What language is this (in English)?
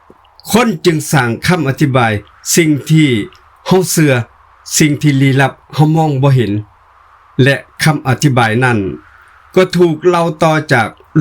Lao